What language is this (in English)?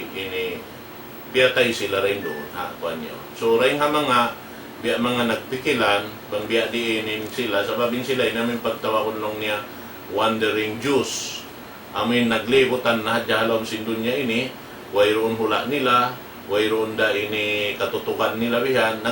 Tausug